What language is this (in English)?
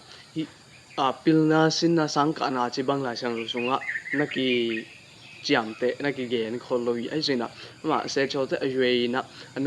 Tedim Chin